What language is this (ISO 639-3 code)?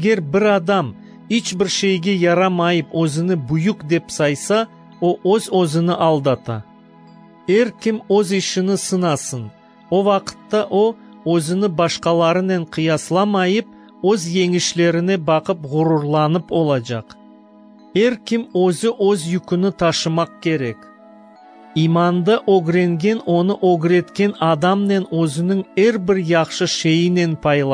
crh